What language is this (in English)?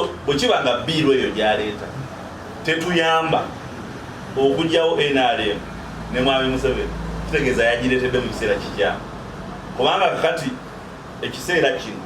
Ganda